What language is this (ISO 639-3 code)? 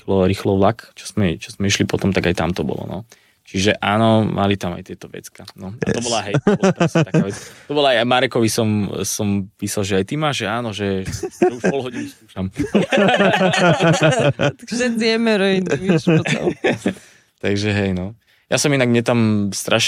slk